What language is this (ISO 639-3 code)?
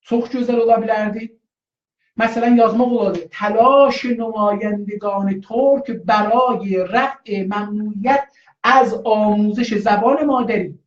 azb